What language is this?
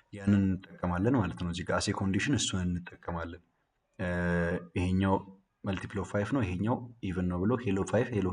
Amharic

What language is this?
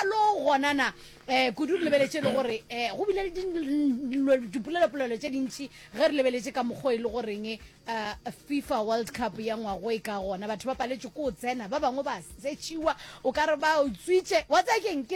Northern Sotho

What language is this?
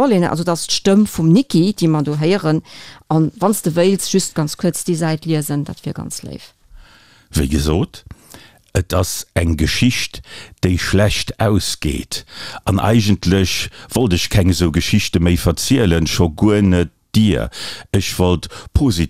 Luxembourgish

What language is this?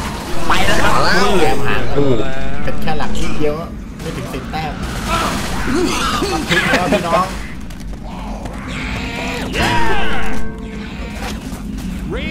Thai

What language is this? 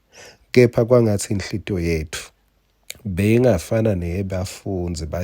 Swati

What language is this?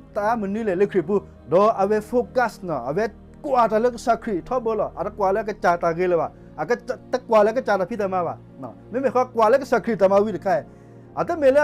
S'gaw Karen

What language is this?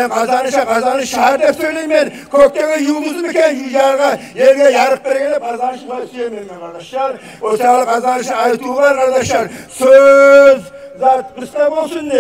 Kumyk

